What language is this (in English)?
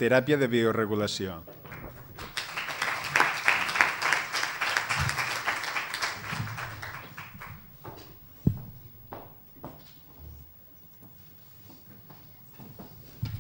Catalan